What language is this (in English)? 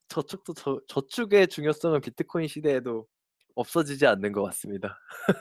Korean